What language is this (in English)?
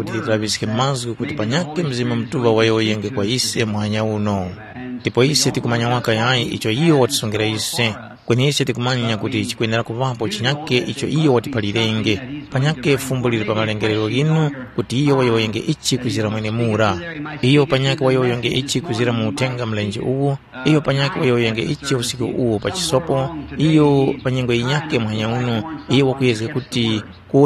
Tumbuka